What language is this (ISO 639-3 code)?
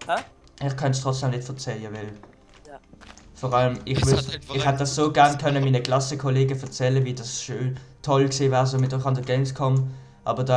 gsw